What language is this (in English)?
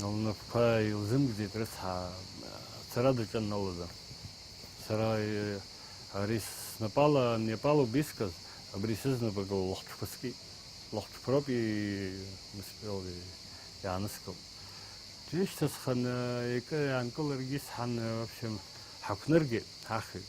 Abkhazian